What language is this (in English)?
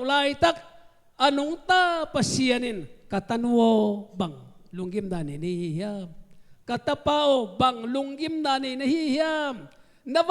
Tedim Chin